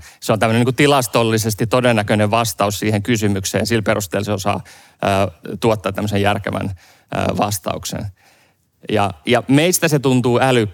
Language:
Finnish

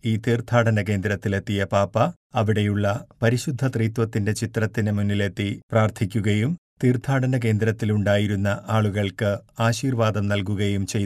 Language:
Malayalam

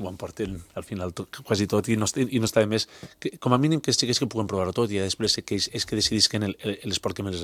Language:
Catalan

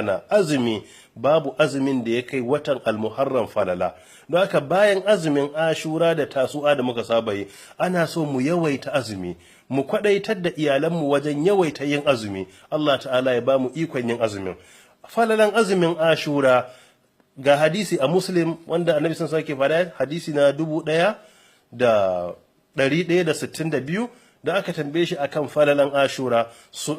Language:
Hausa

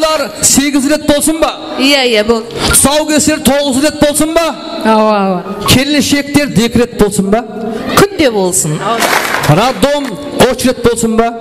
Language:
Kara-Kalpak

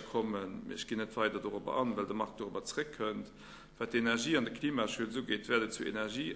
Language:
Luxembourgish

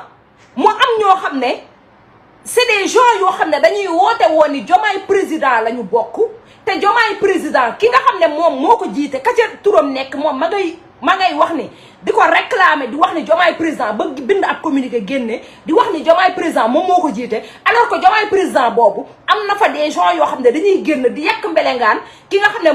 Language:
Wolof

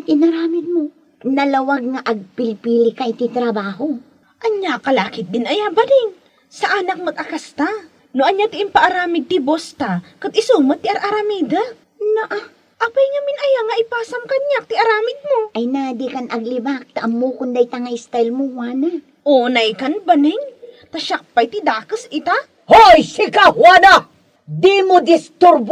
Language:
Iloko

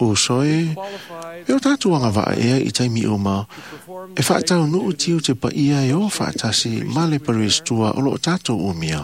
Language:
Samoan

